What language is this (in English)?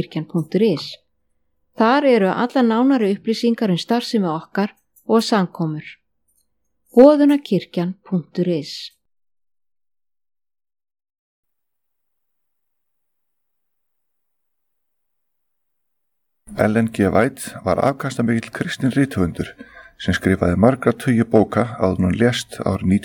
Icelandic